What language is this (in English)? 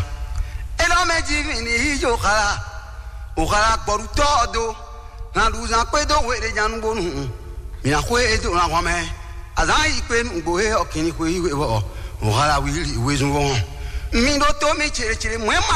Fon